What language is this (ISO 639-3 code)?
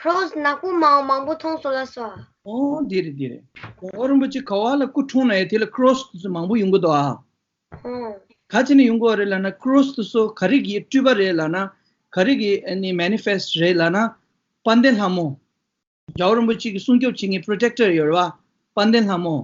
bod